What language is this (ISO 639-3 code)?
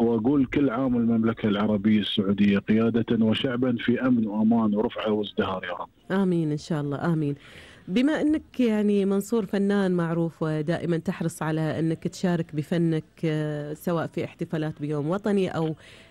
afb